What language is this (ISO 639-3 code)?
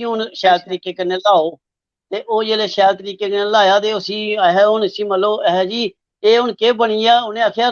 doi